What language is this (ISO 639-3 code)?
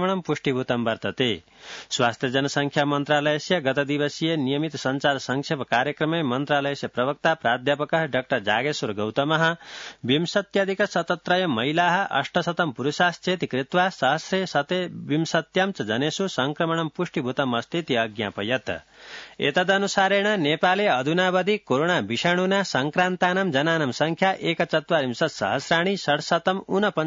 san